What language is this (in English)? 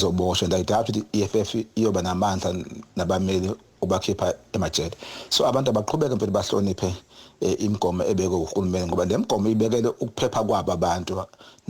Zulu